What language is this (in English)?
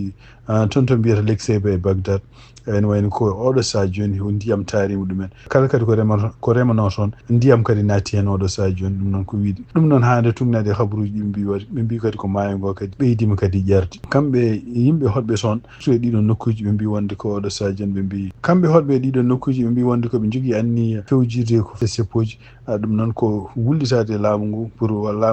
Fula